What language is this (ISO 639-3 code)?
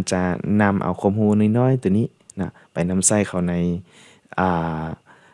lao